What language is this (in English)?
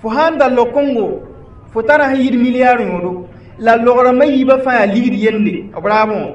Mossi